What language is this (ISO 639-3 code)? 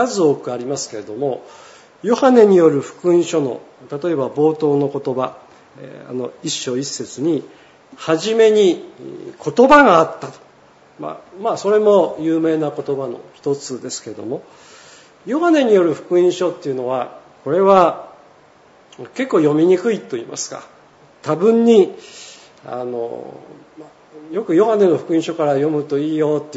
jpn